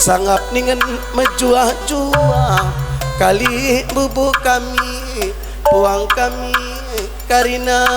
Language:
Batak Karo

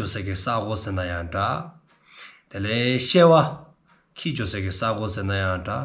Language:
Dzongkha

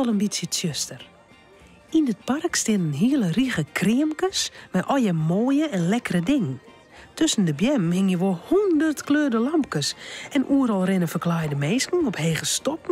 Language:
Western Frisian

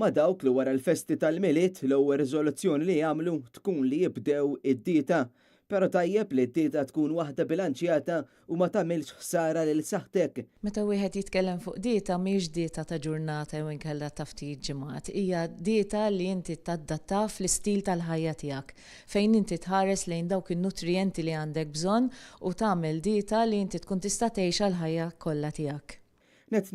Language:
Maltese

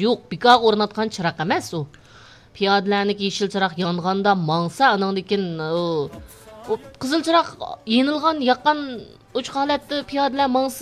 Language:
Uyghur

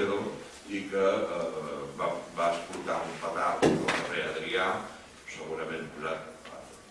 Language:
Catalan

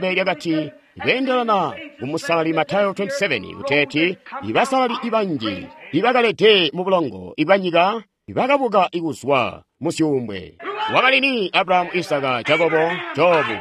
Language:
Tonga (Zambia)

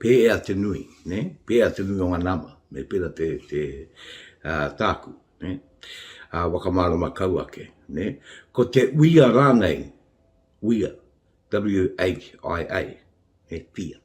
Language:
Māori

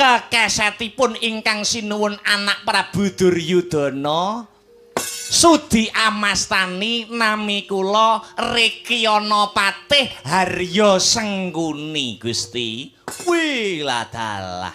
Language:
Javanese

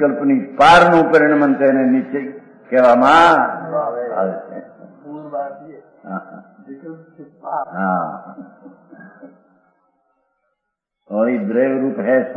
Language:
Gujarati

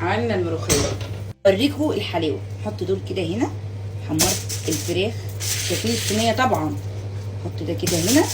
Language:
Egyptian Arabic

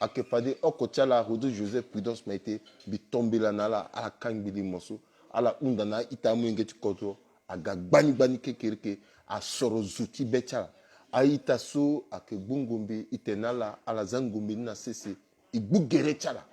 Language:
Sango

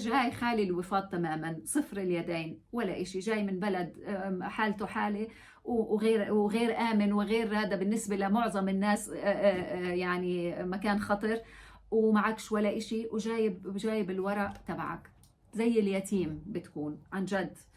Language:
North Levantine Arabic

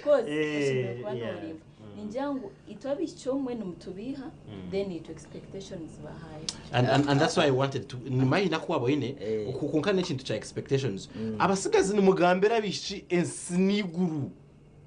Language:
Nyankole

